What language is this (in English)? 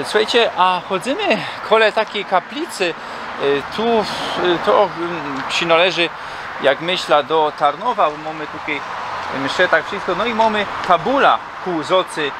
Silesian